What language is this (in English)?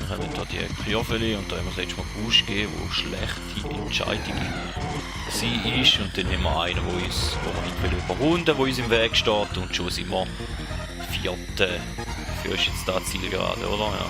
Swiss German